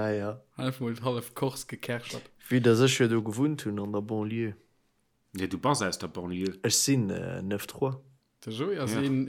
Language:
Luxembourgish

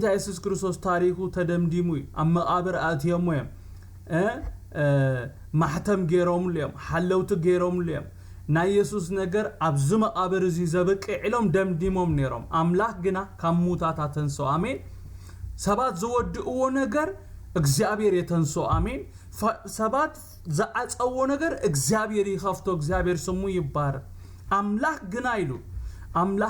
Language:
Tigrinya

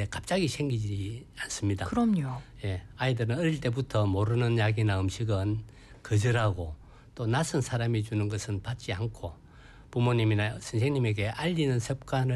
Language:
Korean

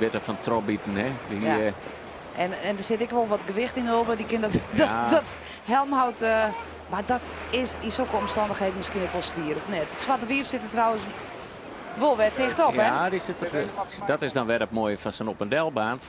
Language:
Western Frisian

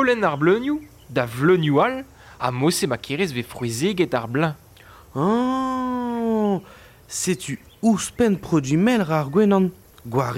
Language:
Breton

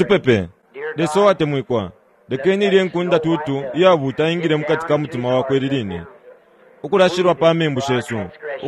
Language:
Bemba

